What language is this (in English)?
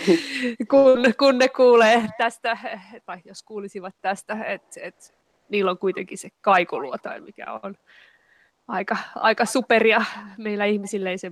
Finnish